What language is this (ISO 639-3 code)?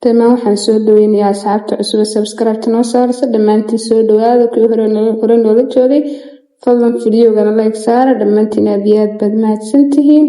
som